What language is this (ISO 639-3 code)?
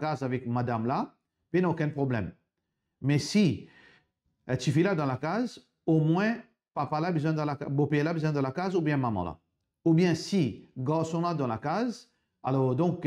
mfe